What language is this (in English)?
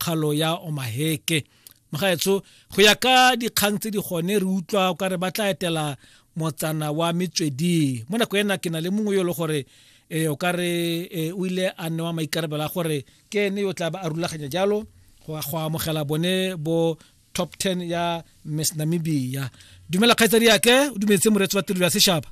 Tswana